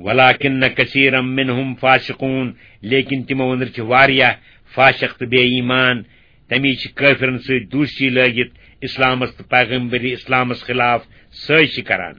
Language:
Kashmiri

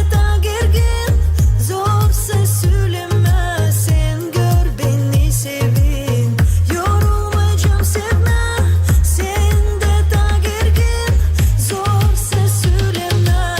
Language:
Gagauz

